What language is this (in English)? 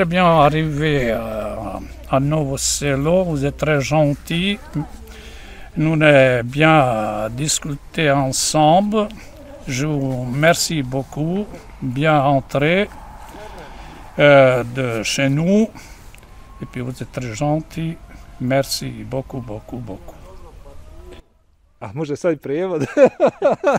Bosnian